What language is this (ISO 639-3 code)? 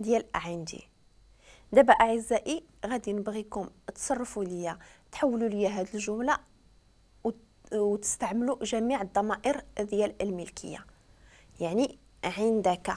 ary